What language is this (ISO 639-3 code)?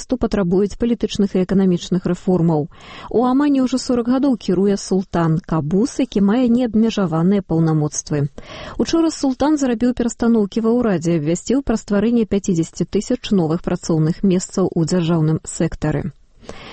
bel